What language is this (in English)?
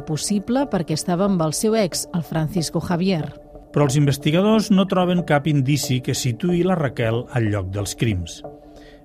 Catalan